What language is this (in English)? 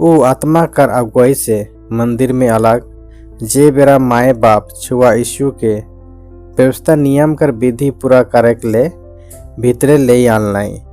Sadri